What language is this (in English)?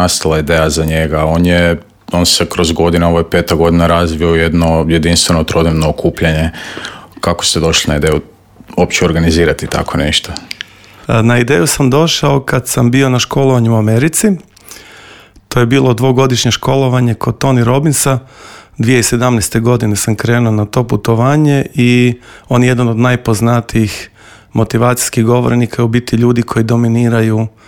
Croatian